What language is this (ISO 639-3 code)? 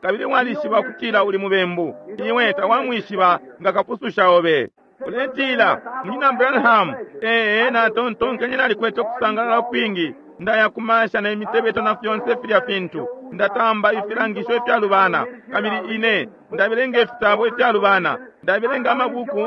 bem